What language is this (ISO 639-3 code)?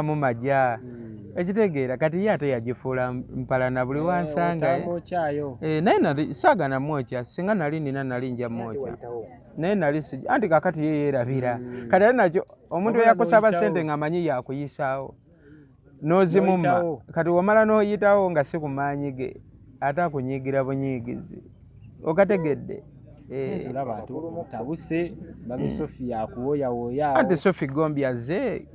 lug